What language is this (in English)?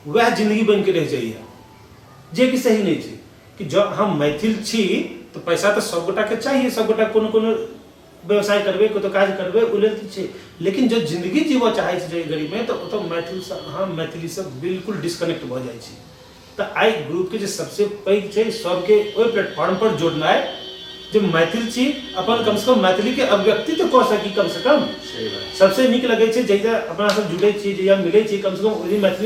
Maithili